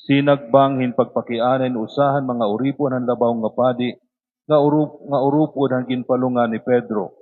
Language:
Waray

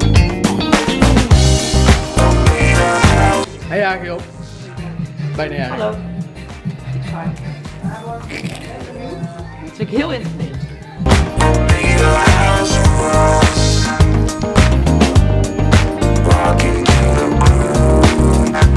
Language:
Dutch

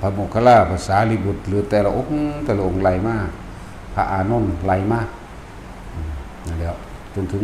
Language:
Northeastern Thai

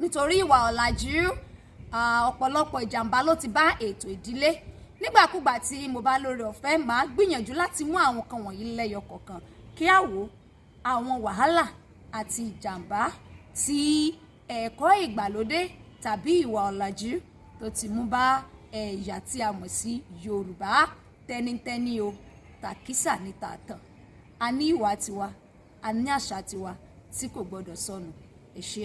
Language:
Yoruba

